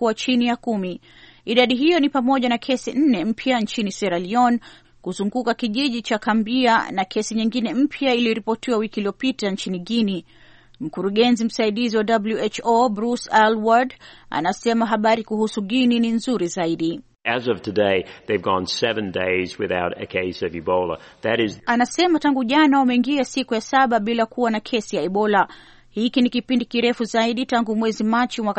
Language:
Swahili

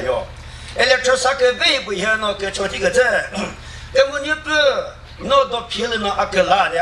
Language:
Chokri Naga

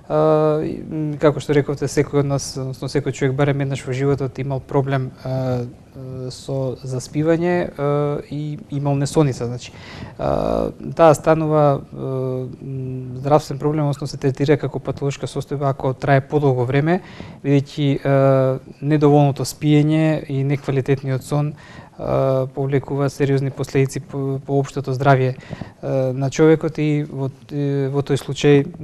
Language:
Macedonian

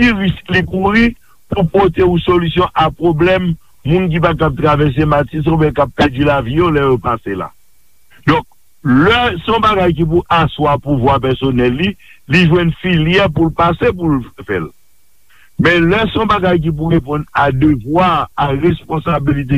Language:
Haitian Creole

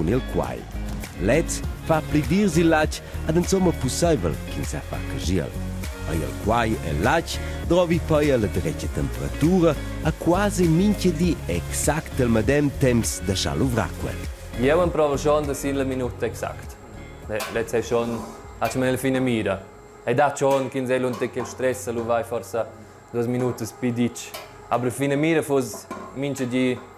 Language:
Romansh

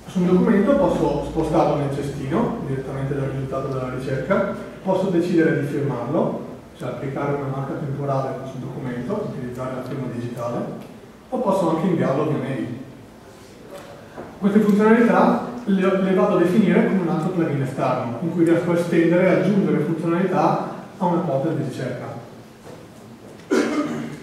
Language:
Italian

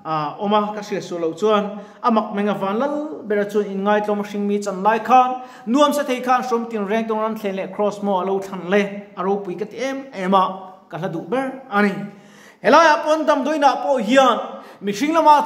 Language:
Mizo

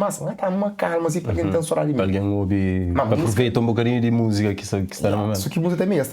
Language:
Kabuverdianu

